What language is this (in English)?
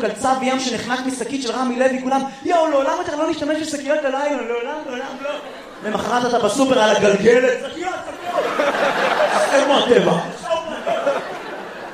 Hebrew